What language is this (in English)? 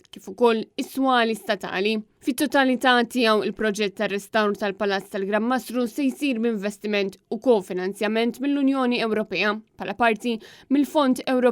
Maltese